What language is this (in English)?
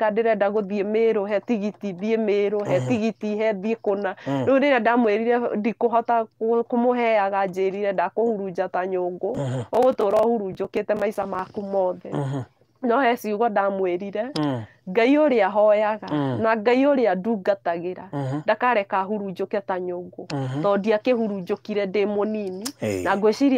Kikuyu